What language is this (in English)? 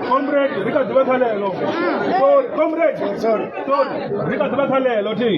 Venda